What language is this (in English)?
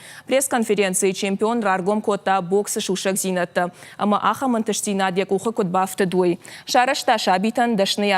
Ossetic